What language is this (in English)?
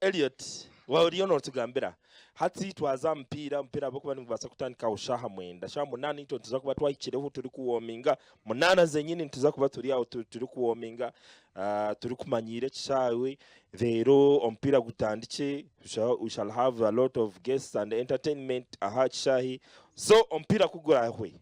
Nyankole